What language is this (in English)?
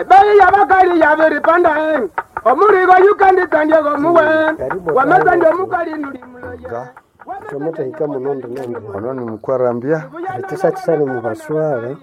Nande